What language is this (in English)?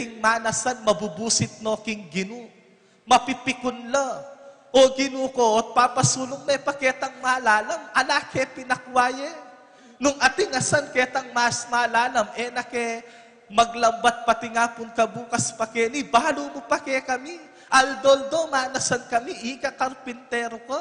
Pampanga